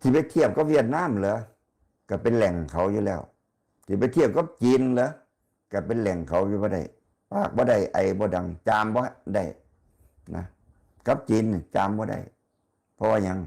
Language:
Northeastern Thai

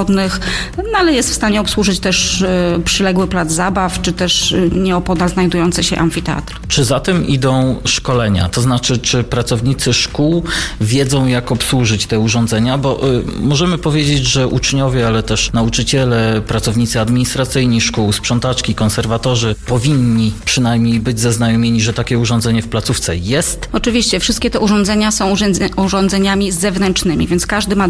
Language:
Polish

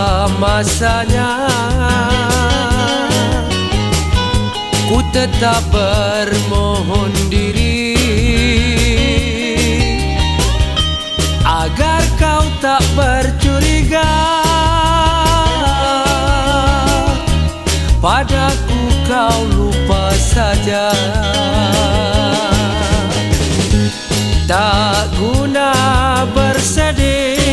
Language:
Malay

